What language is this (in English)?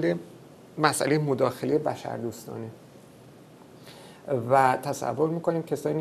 Persian